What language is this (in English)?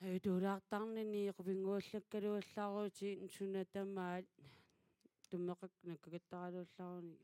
Kalaallisut